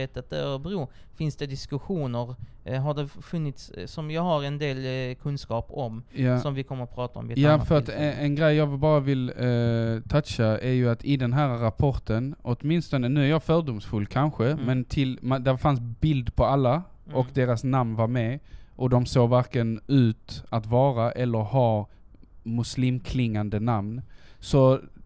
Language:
Swedish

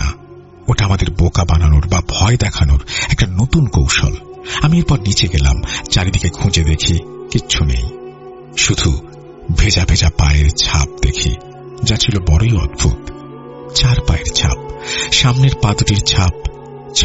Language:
Bangla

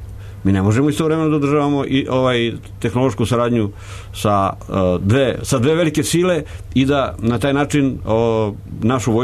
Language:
Serbian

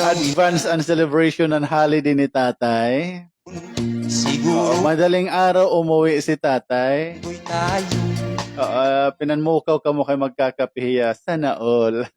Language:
Waray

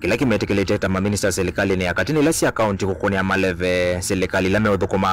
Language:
Kamba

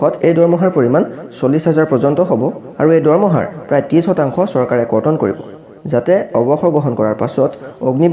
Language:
Assamese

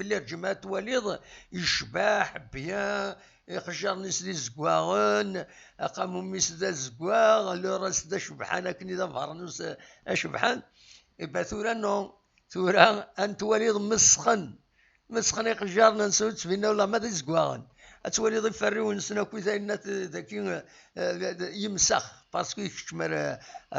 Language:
Kabyle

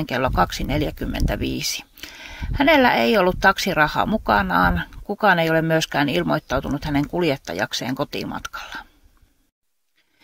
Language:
Finnish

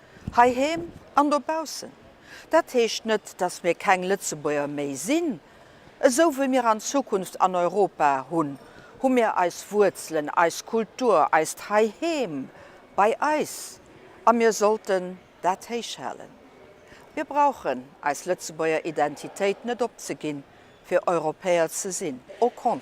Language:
Luxembourgish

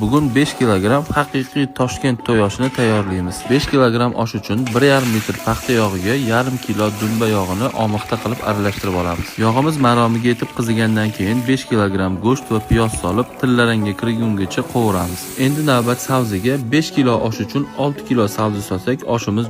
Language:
Uzbek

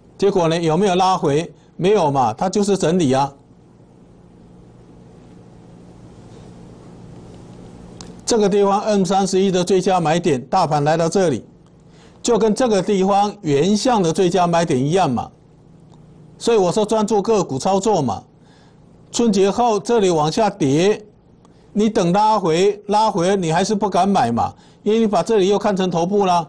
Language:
Chinese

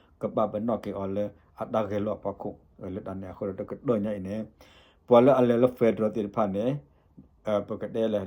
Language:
S'gaw Karen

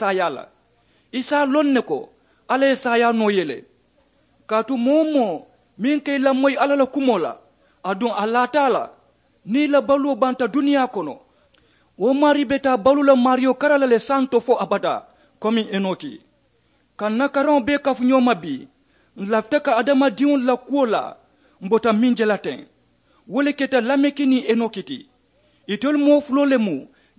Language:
Mandingo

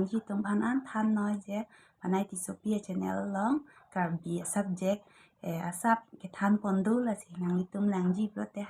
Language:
Karbi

